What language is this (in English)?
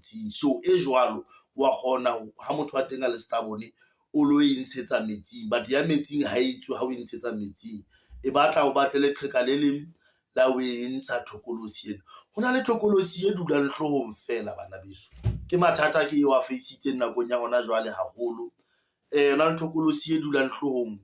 Southern Sotho